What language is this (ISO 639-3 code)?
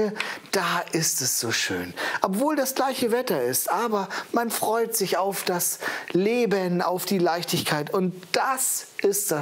deu